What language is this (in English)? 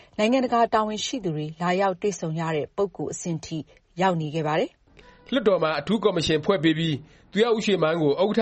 Burmese